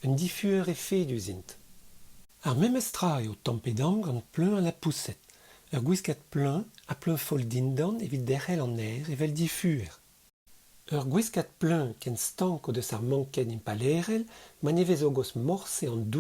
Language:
Breton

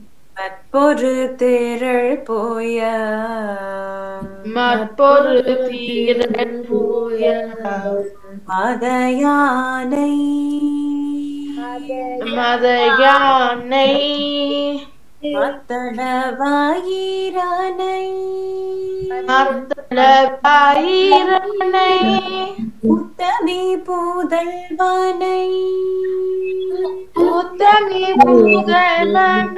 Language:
Tamil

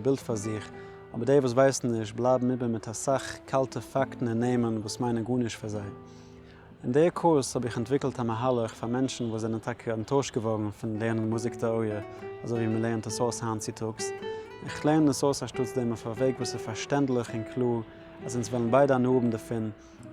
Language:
Yiddish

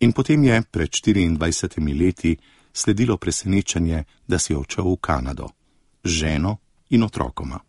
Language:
Slovenian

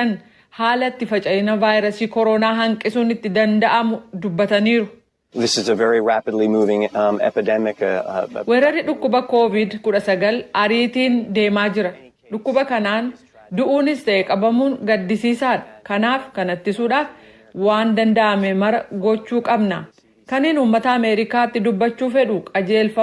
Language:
Oromo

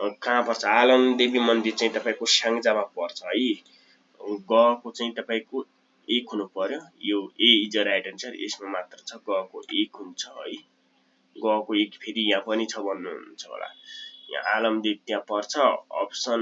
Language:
Nepali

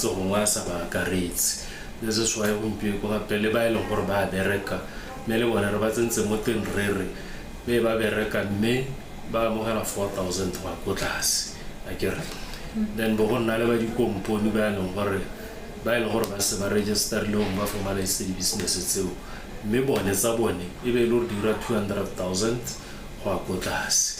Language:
Tswana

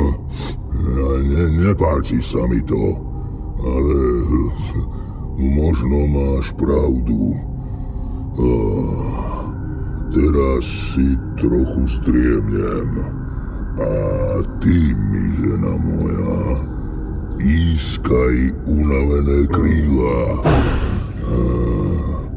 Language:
Slovak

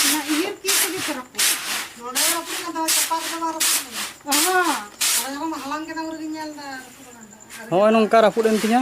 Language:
Santali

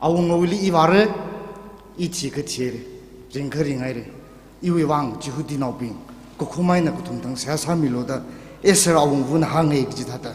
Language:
Tangkhul Naga (India)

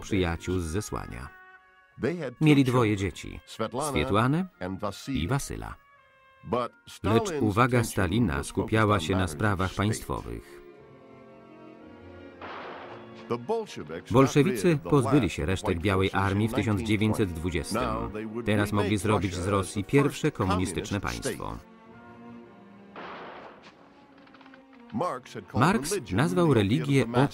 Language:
Polish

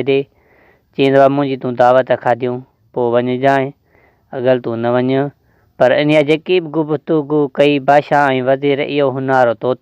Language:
Sindhi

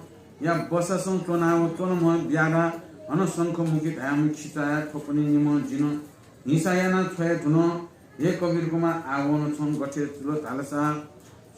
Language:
Newari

